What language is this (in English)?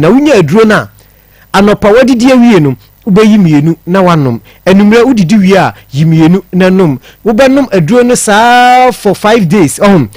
Akan